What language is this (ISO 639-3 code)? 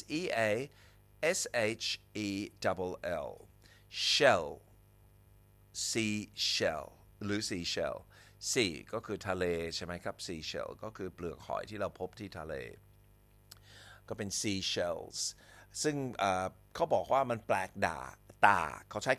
tha